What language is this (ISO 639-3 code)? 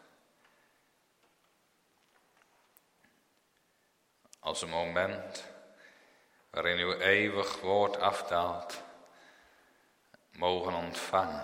nld